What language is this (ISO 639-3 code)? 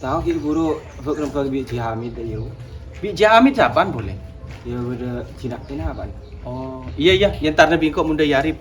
mad